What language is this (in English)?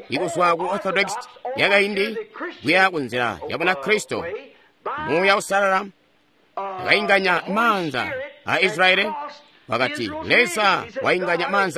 Tonga (Zambia)